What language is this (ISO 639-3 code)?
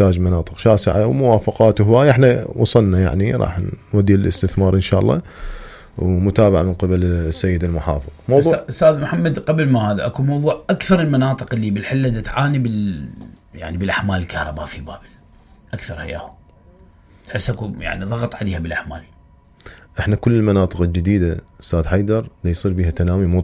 acm